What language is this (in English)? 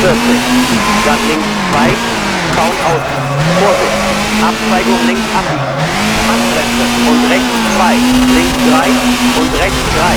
Bavarian